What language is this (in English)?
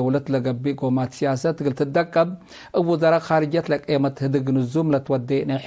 Tigre